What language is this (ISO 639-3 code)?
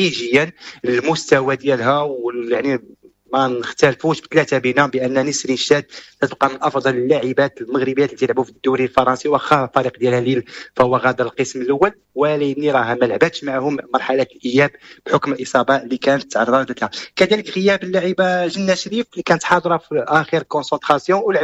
ary